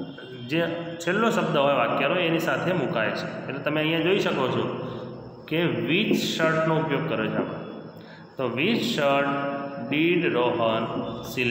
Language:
Gujarati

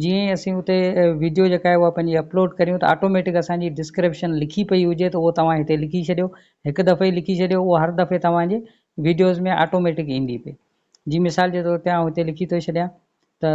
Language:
Sindhi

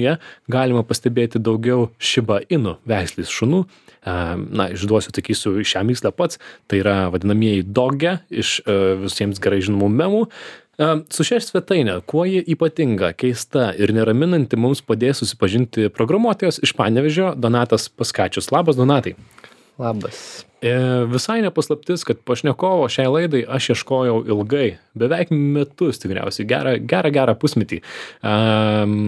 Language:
Lithuanian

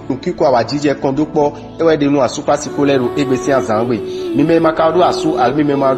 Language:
Fon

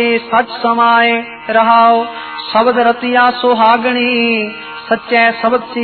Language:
Punjabi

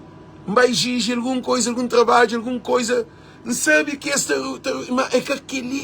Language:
Kabuverdianu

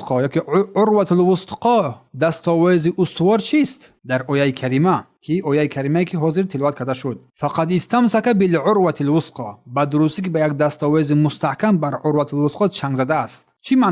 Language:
Tajik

